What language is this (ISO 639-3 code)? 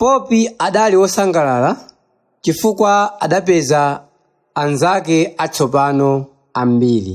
nya